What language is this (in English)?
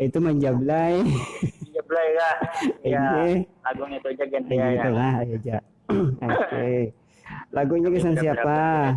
Banjar